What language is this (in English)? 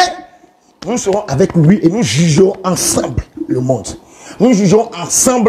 French